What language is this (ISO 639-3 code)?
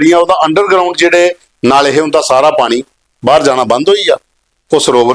doi